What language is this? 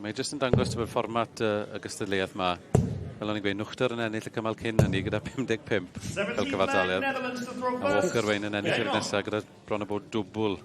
Welsh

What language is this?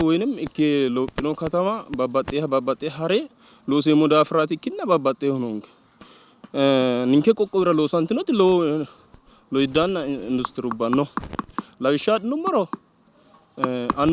Sidamo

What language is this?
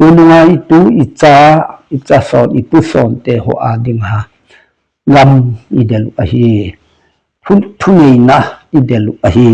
Thado Chin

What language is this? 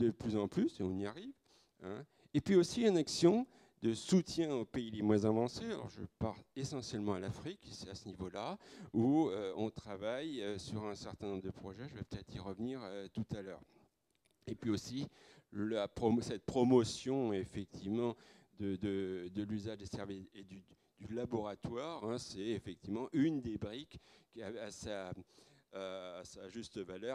French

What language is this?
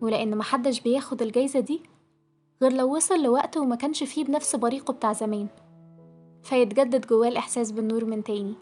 Egyptian Arabic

